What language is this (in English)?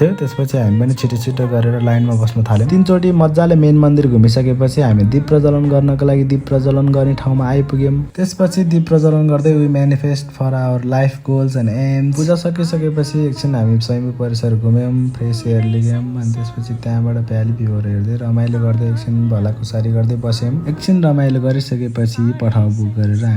Nepali